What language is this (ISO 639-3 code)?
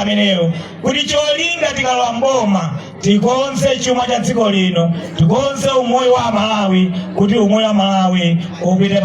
nya